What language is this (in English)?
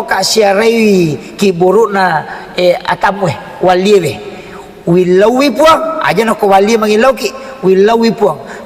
Buginese